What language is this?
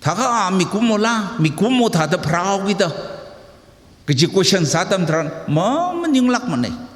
Tangkhul Naga (India)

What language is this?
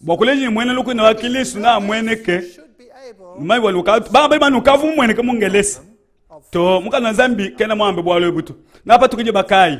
Luba-Lulua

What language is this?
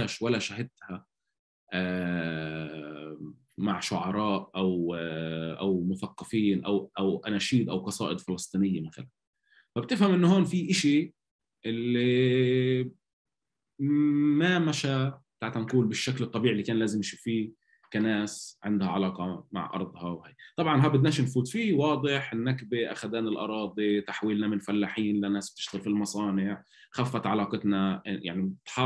North Levantine Arabic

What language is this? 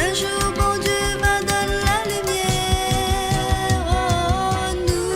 Morisyen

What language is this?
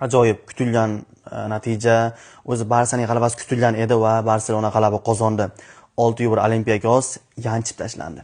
Uzbek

